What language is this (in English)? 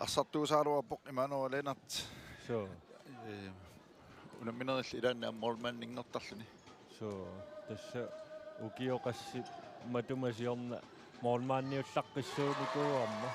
Kalaallisut